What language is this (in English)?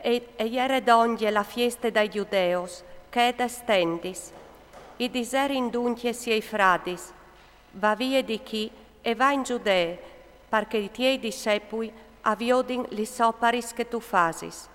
Friulian